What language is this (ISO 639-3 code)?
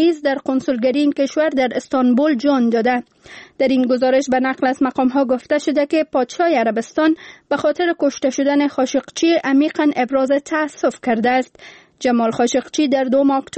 fas